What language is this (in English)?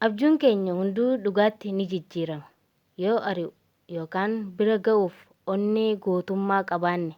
Oromo